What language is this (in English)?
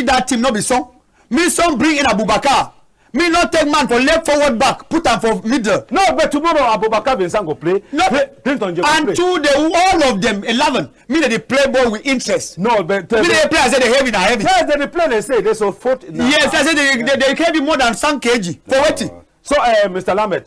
Cameroon Pidgin